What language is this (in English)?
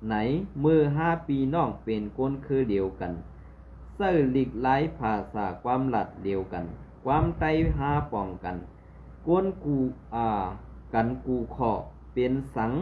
Shan